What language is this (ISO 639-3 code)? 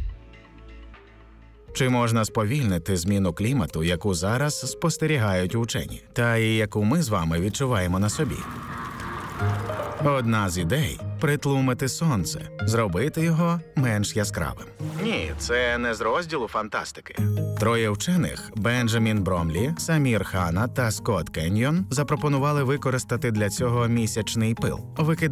ukr